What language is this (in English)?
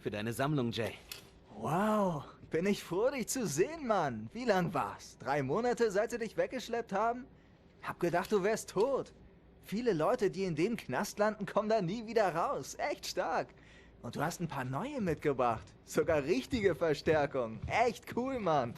Swiss German